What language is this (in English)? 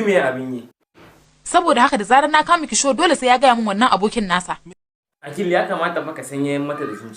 Hausa